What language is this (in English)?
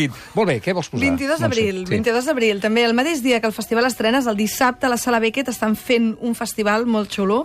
Catalan